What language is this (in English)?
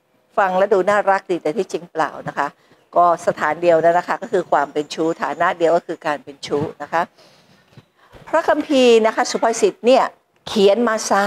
Thai